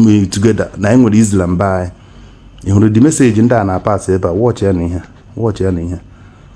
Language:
Igbo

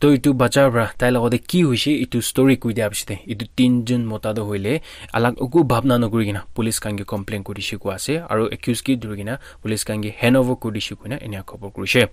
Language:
Naga Pidgin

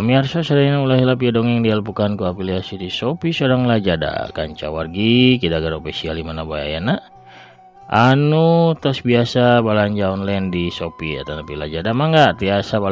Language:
Sundanese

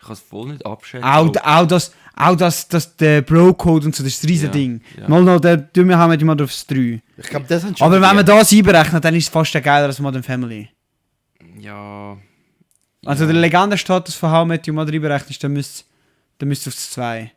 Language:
Swiss German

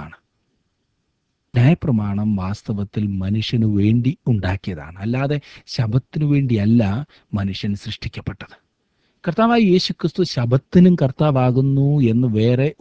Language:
Malayalam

